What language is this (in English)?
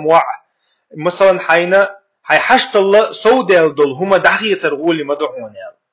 Chechen